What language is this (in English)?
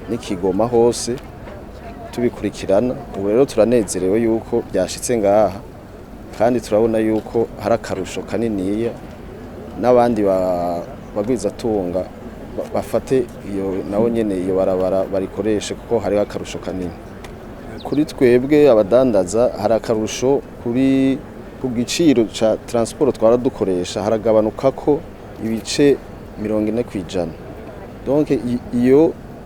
Rundi